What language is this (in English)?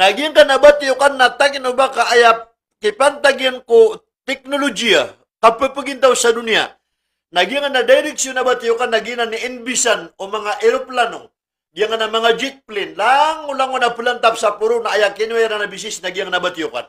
Maranao